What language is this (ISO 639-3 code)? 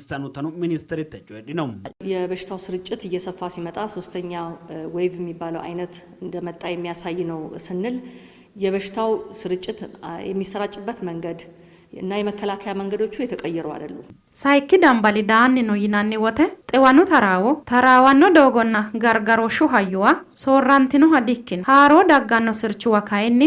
sid